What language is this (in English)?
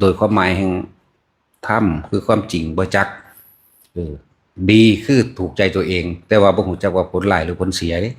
Northeastern Thai